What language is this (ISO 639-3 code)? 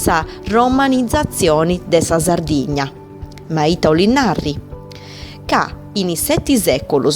srd